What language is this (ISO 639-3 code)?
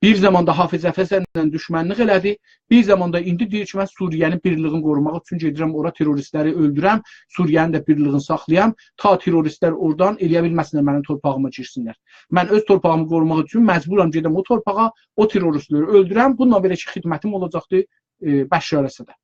azb